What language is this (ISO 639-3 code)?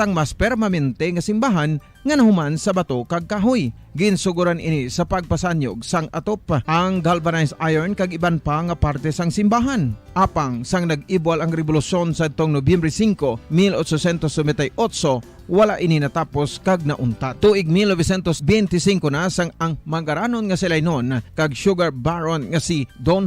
hil